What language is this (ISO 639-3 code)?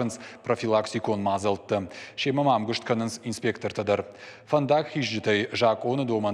oss